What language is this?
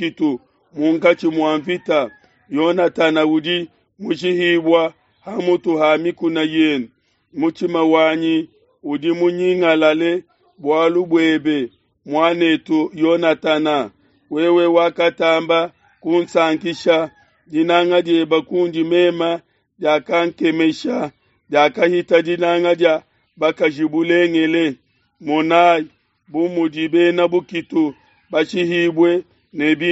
Luba-Lulua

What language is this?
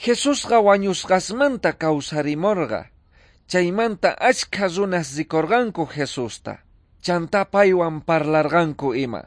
South Bolivian Quechua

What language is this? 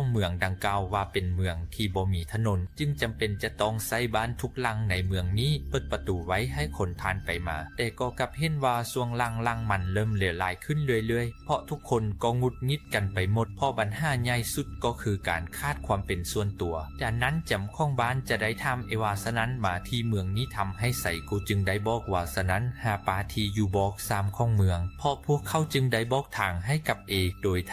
Lao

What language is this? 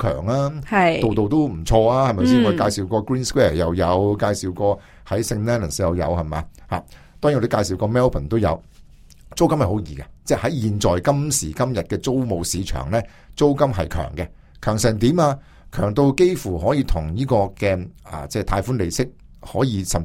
Cantonese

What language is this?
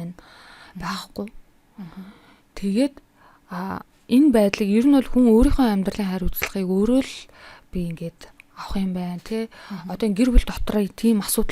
Mongolian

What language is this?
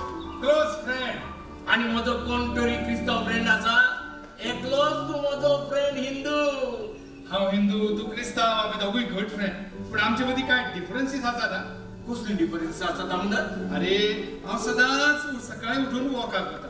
Konkani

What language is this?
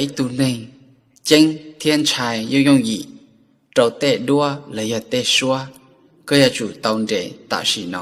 Hmong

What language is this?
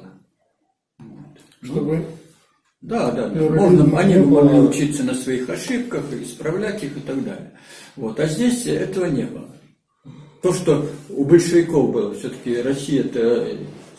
Russian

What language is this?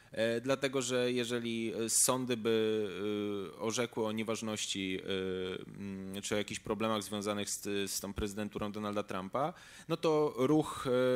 Polish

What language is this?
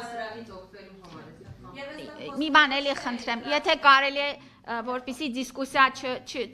Armenian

